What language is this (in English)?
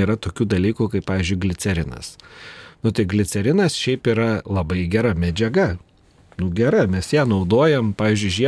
Lithuanian